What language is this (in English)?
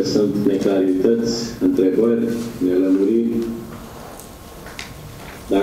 Romanian